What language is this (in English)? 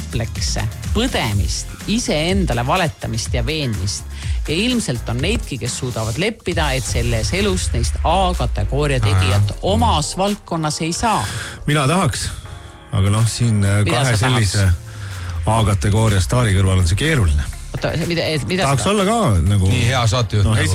Estonian